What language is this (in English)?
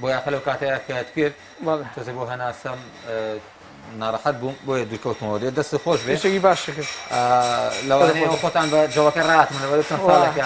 Central Kurdish